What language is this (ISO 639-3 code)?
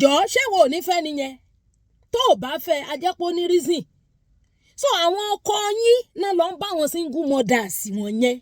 yor